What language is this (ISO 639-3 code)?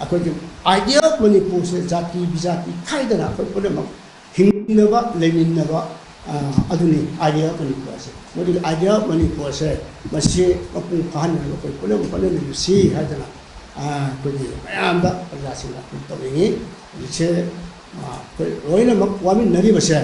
mni